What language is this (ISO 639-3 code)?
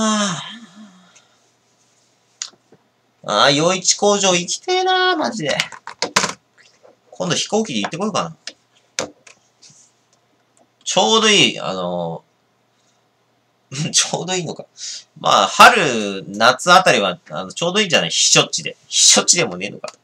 jpn